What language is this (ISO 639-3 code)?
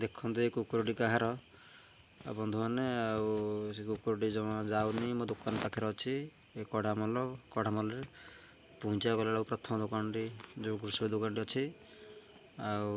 ori